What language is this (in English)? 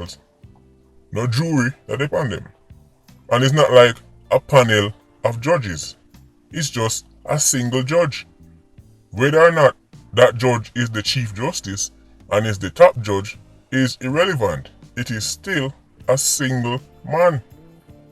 Jamaican Creole English